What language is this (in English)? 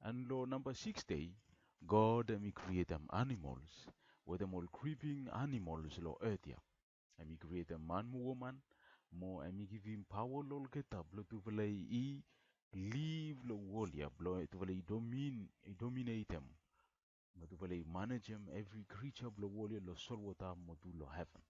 Bislama